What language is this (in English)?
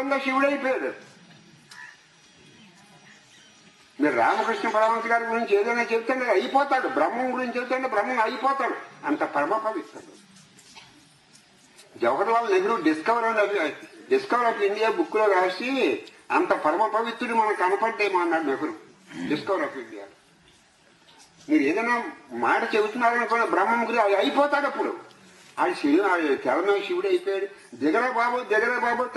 Telugu